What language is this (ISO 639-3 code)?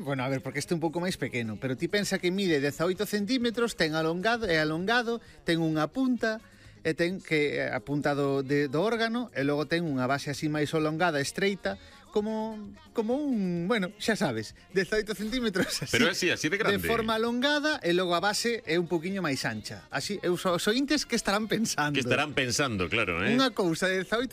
glg